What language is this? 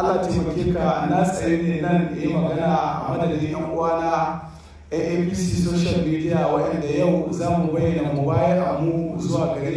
Hausa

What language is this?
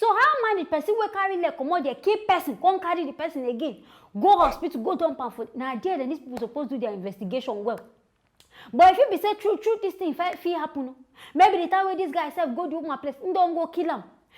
Nigerian Pidgin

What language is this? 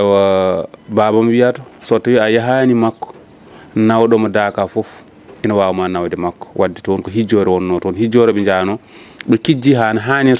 Fula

